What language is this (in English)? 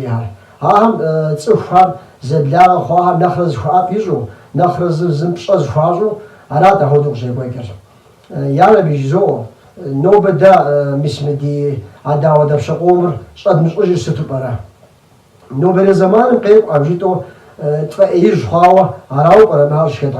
Kabardian